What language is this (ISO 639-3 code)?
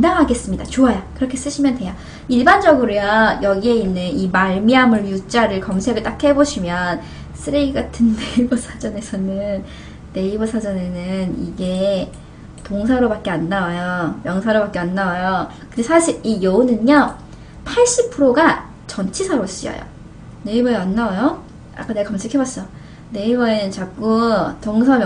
kor